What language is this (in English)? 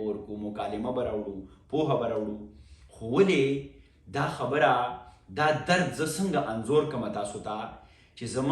Pashto